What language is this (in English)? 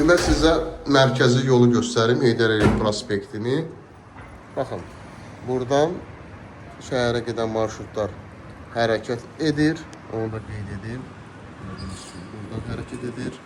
Azerbaijani